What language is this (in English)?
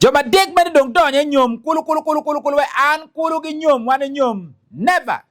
Acoli